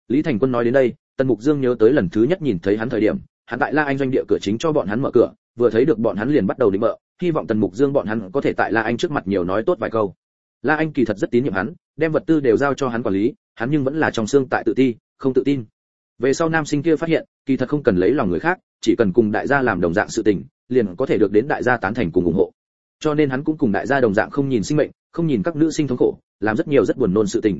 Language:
Vietnamese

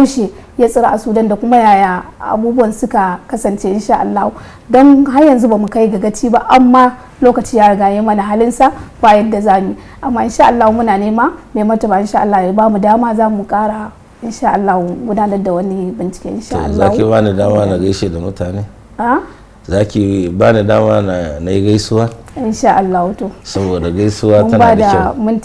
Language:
Hausa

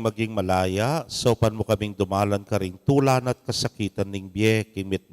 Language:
Pampanga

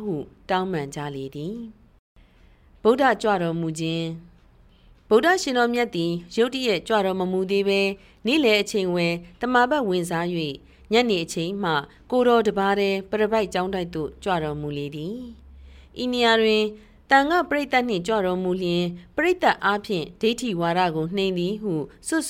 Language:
Burmese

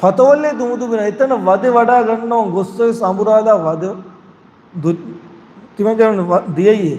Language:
Divehi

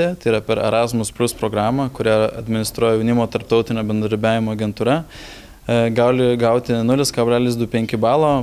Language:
Lithuanian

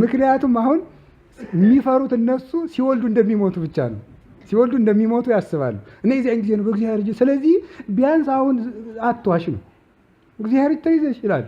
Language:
Amharic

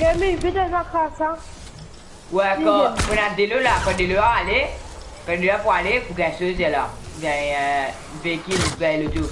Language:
Morisyen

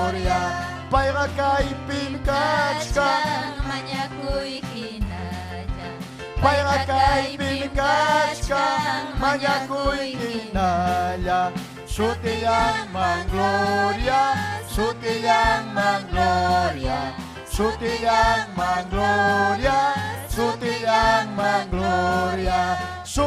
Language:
Ayacucho Quechua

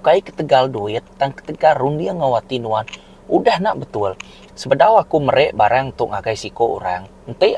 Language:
Iban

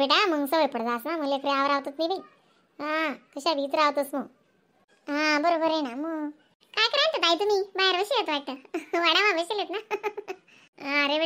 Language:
Khandesi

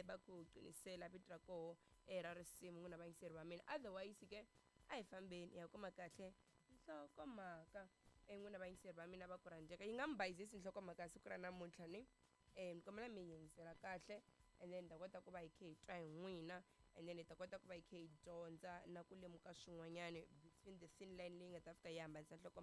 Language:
Tsonga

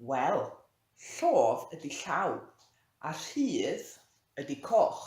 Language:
Welsh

